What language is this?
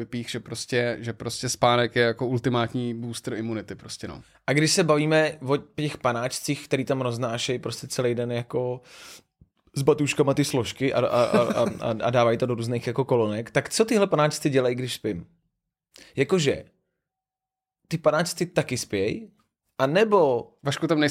Czech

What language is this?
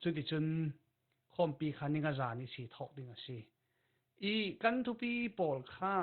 Falam Chin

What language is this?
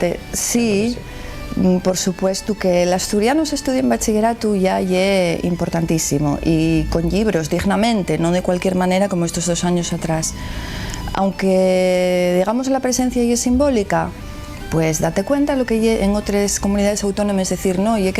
Asturian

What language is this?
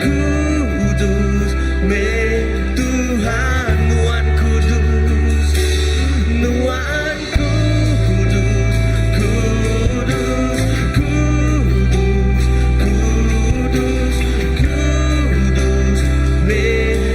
Iban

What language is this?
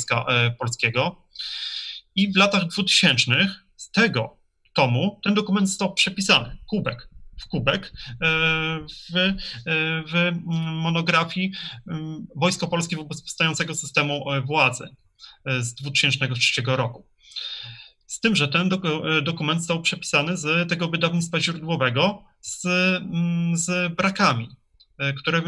Polish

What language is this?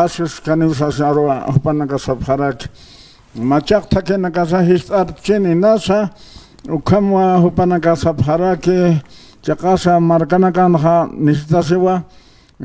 Aymara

